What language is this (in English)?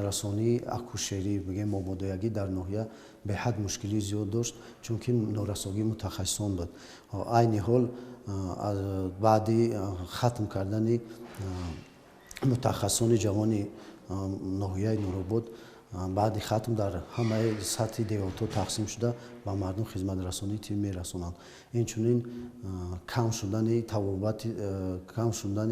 Tajik